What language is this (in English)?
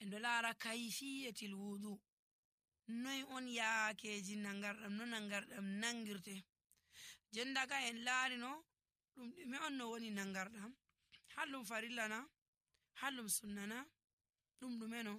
Nigerian Fulfulde